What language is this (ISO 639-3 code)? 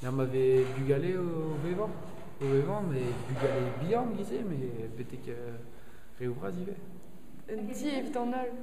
bre